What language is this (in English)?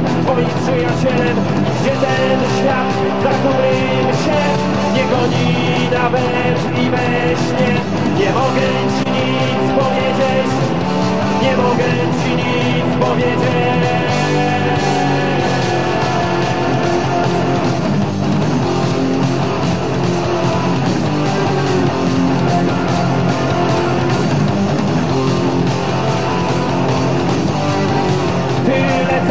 Polish